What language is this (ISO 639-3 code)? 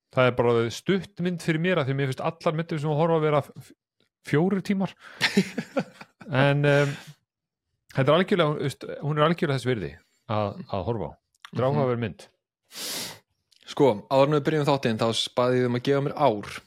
isl